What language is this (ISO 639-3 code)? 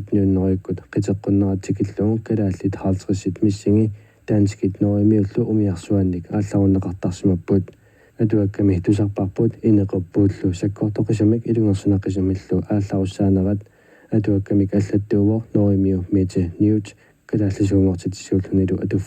kal